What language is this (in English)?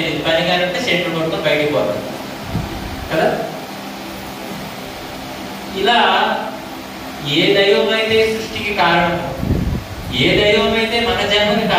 Telugu